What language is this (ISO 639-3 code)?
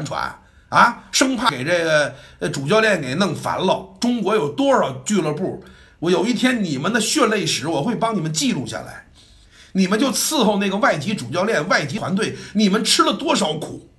zho